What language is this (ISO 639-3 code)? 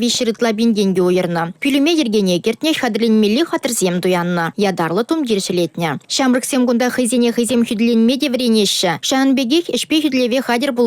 chv